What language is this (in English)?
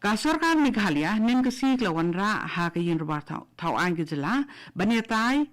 Khasi